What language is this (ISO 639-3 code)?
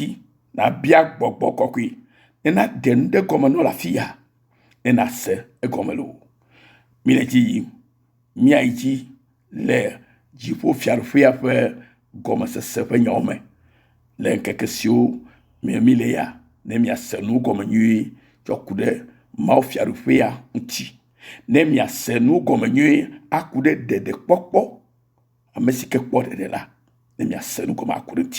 ewe